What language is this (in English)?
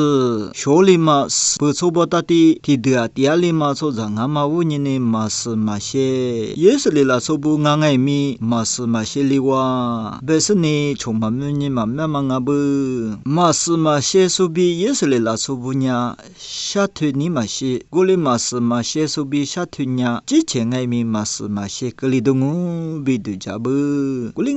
Lisu